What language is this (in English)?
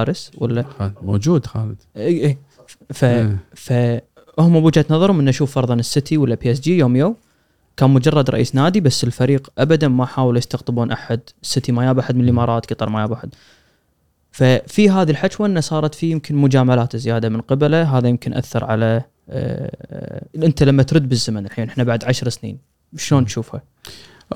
Gulf Arabic